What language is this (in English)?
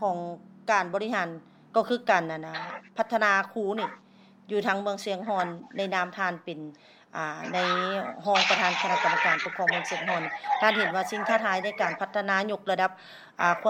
Lao